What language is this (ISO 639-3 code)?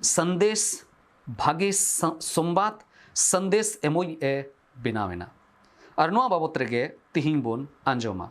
sat